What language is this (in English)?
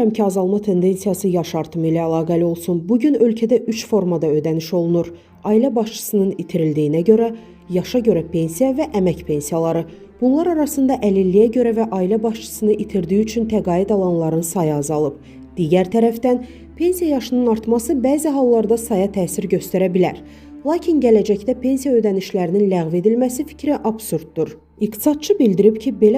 Azerbaijani